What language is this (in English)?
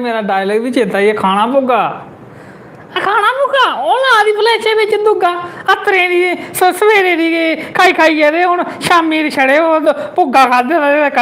Dogri